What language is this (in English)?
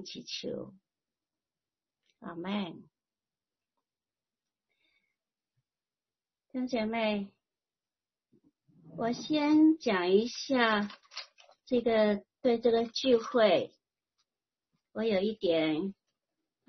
Chinese